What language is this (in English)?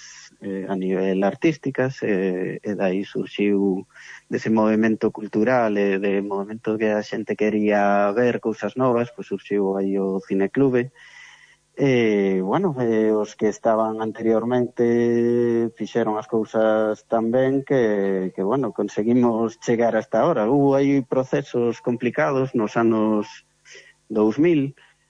Galician